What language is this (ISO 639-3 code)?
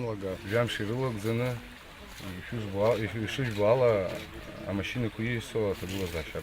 abk